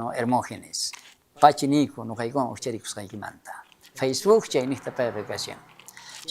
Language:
South Bolivian Quechua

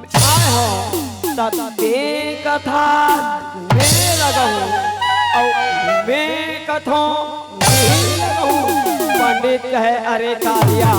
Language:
Chhattisgarhi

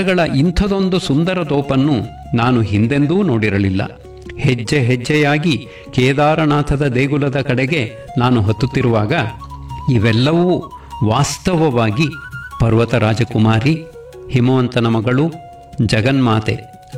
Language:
Kannada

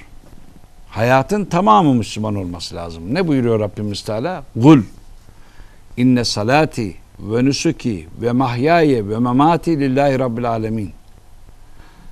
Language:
Turkish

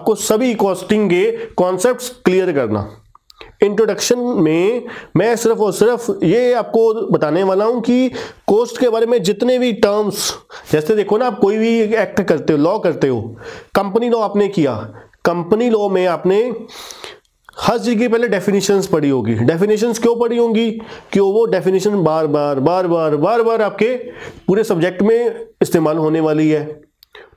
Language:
Hindi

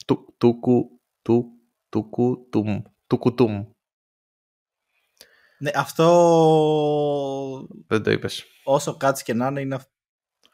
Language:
Greek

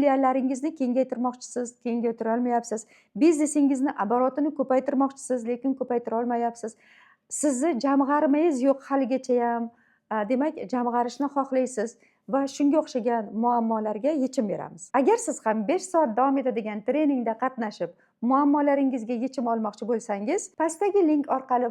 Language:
Uzbek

